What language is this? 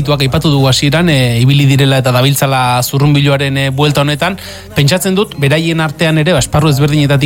Basque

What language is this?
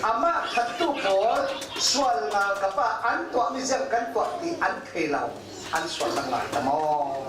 Falam Chin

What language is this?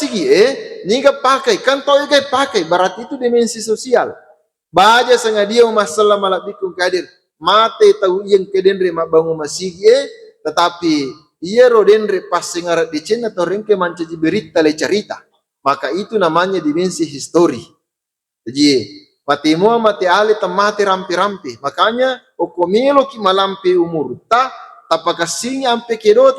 Buginese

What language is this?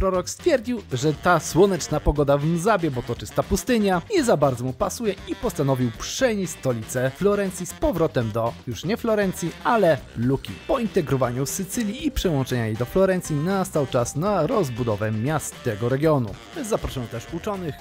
Polish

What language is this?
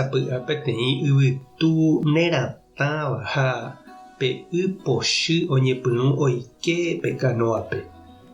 Guarani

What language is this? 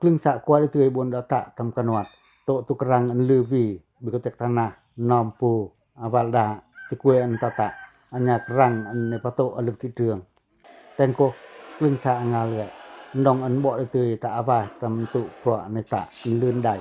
Pacoh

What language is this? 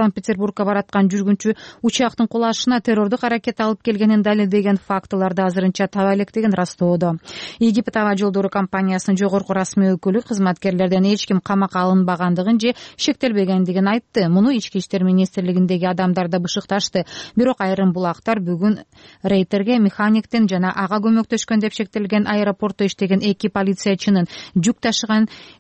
Kyrgyz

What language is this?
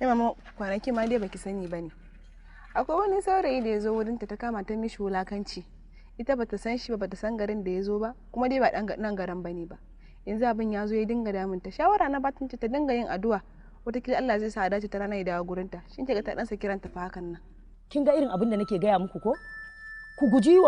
Hausa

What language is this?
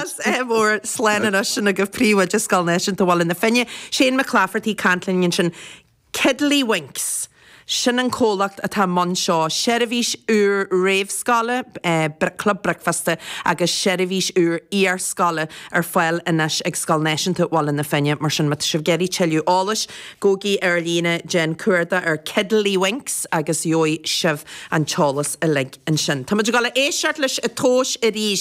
Irish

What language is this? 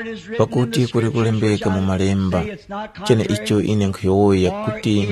Tumbuka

